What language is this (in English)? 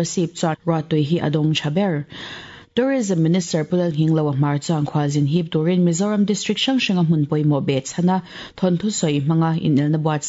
Mizo